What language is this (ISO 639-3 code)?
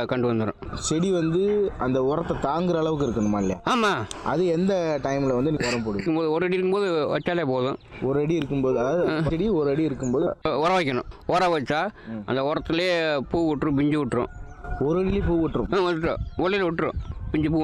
tam